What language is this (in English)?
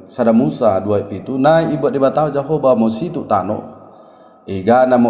Batak Dairi